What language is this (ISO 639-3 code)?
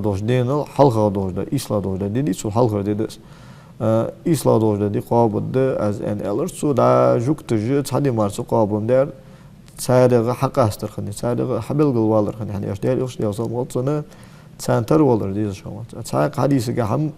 inh